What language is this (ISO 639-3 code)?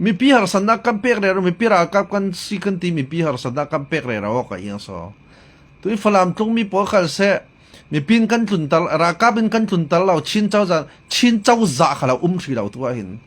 cfm